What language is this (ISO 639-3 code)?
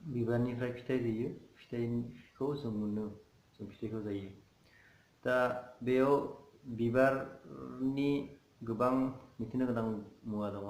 brx